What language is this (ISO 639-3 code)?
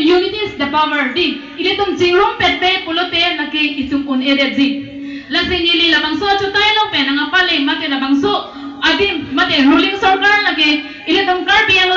mjw